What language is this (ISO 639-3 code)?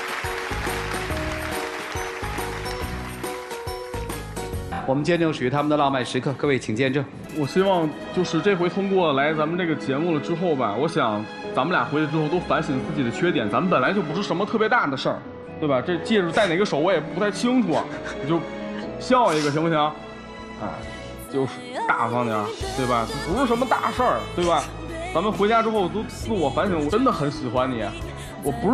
zho